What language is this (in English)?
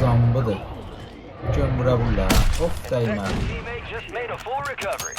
South Azerbaijani